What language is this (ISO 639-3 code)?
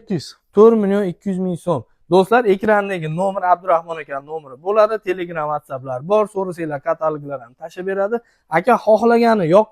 uzb